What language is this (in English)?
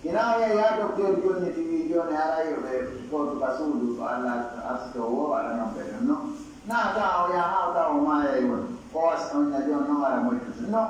Pular